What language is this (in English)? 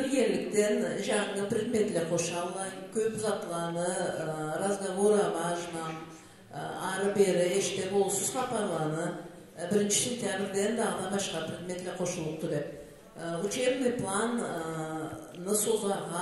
Karachay-Balkar